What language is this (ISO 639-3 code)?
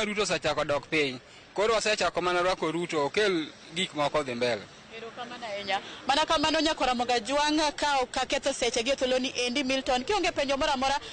luo